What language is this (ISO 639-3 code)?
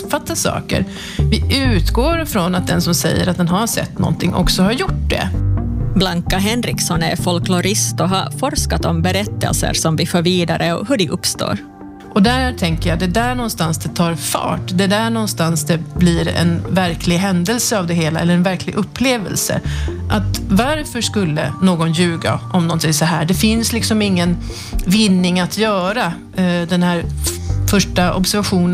swe